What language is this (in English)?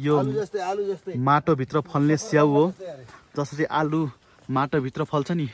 Nepali